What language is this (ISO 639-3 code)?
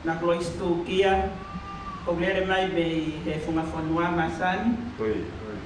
ton